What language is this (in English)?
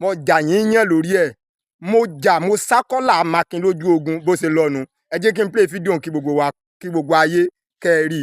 Yoruba